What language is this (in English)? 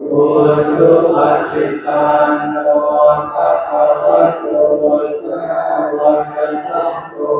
Pali